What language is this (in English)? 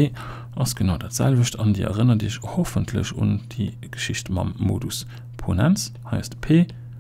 Luxembourgish